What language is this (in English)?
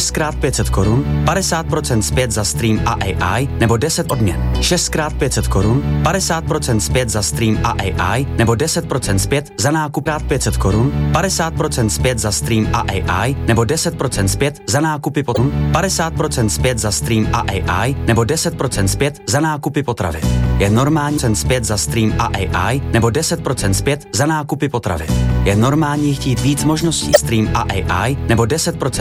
Czech